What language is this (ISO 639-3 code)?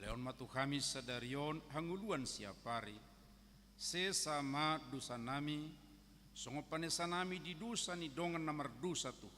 bbc